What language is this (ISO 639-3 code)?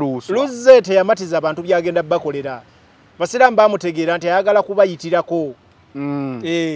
lug